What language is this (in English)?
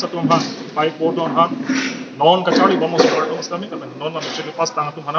Karbi